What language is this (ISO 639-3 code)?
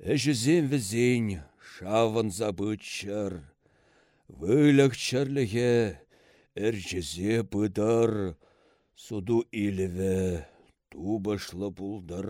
chv